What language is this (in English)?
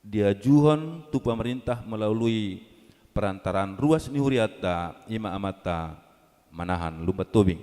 Batak Toba